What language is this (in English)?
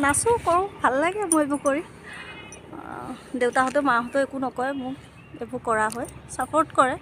Assamese